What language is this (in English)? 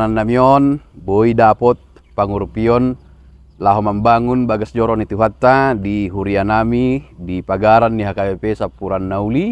Batak Toba